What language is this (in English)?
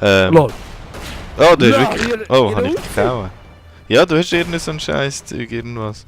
Swiss German